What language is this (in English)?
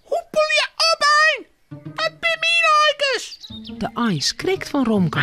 Western Frisian